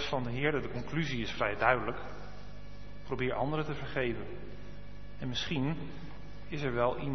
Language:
Dutch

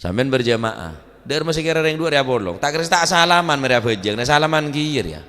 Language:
Madurese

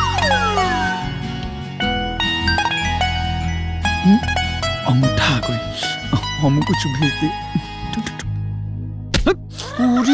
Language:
Bhojpuri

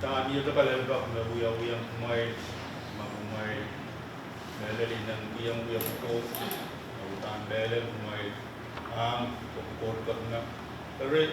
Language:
Pohnpeian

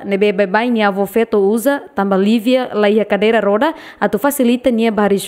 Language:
Tetum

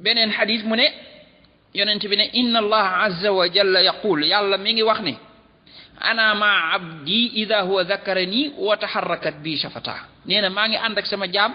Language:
Wolof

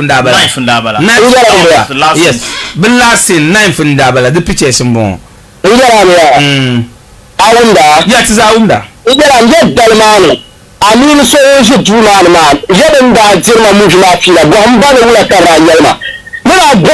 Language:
Dagbani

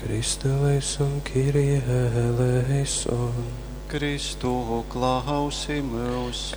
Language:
Latgalian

